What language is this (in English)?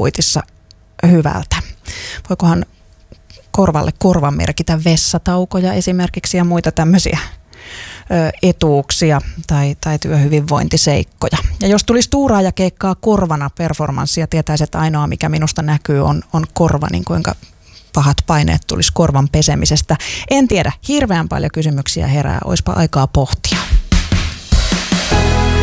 Finnish